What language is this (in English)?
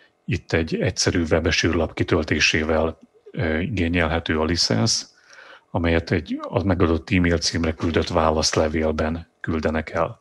Hungarian